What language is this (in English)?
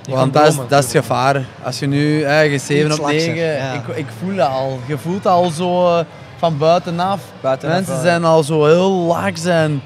Dutch